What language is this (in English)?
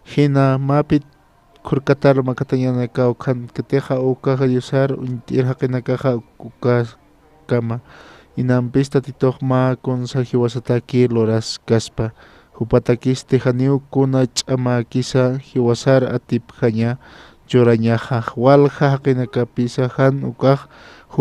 Aymara